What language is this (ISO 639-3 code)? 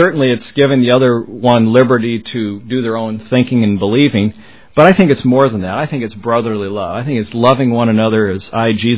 eng